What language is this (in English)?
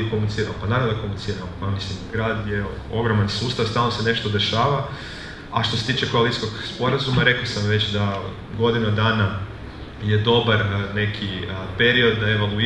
Croatian